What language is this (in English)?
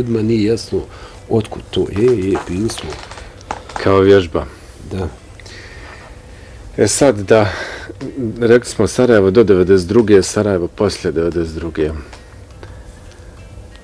Bosnian